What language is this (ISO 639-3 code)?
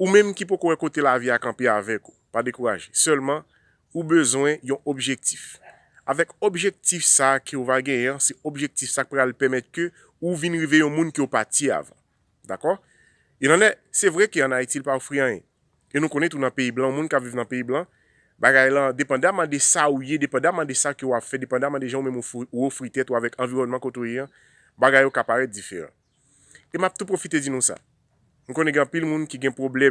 hat